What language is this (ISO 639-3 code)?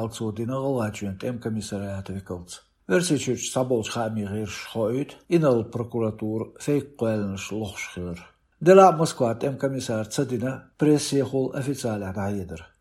che